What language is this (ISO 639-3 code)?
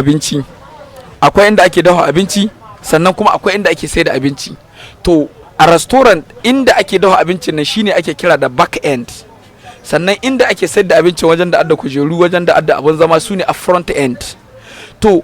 hau